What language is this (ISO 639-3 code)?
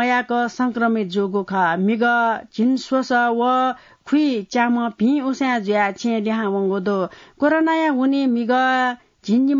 new